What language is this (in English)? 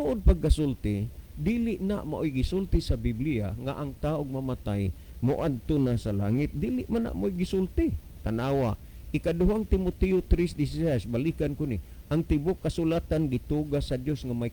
Cebuano